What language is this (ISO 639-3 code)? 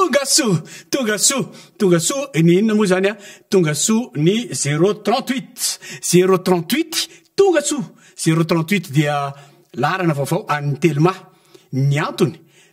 mlg